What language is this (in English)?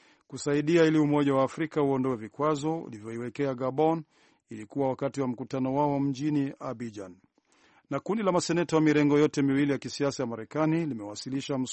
Swahili